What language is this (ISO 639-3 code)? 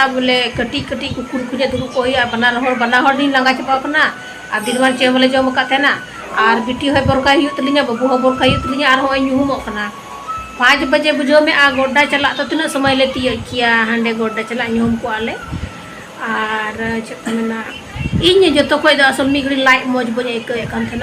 sat